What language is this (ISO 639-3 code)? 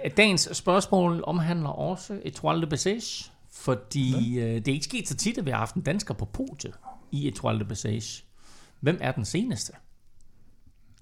dan